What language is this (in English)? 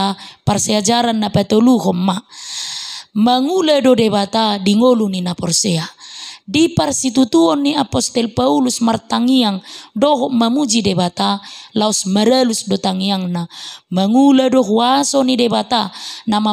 Batak Toba